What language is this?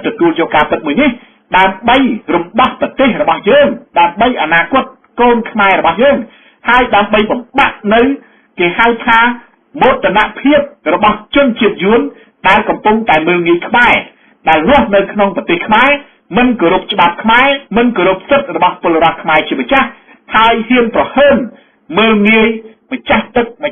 Khmer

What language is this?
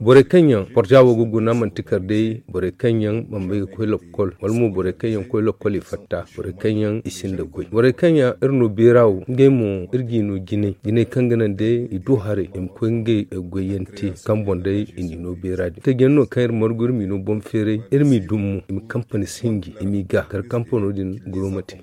Zarma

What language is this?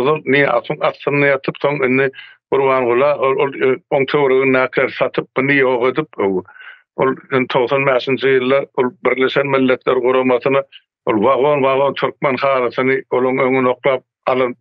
Turkmen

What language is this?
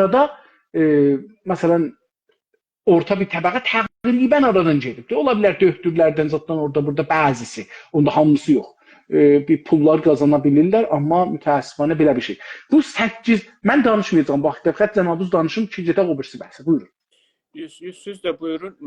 South Azerbaijani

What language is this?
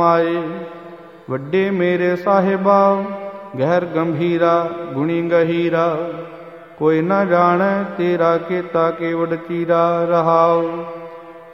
Punjabi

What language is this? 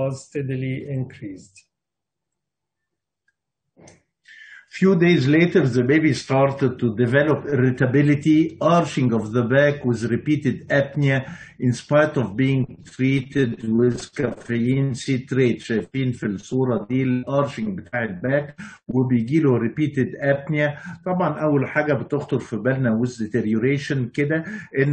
Egyptian Arabic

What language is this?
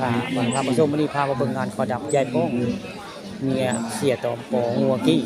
Northeastern Thai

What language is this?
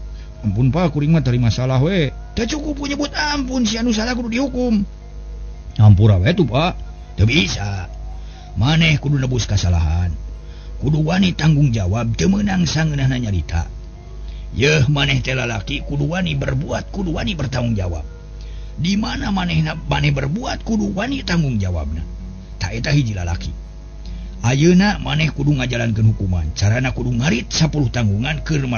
Sundanese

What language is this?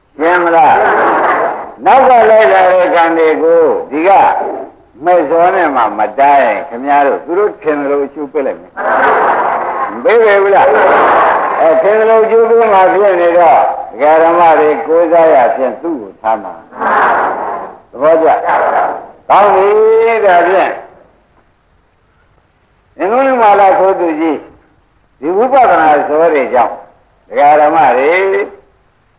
Burmese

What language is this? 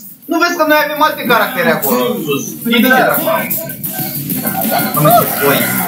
Romanian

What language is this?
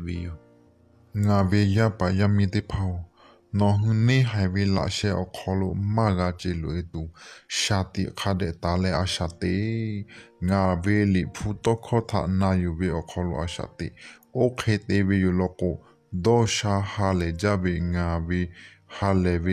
Lahu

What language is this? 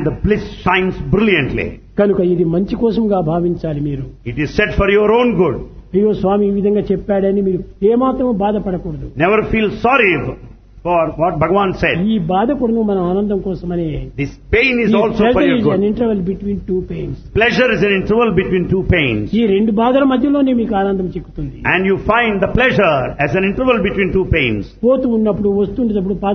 Telugu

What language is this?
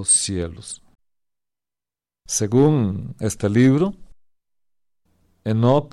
Spanish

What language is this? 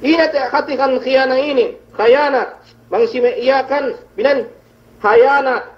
Yakan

